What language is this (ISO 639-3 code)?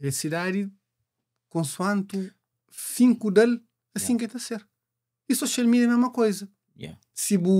kea